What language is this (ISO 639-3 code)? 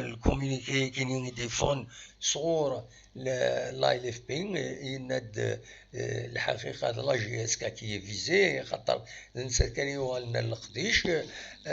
kab